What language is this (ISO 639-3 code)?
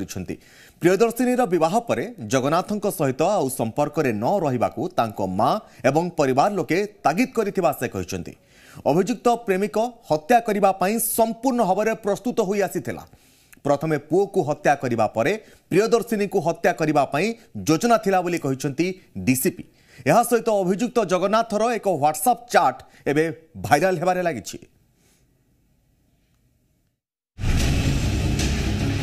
ori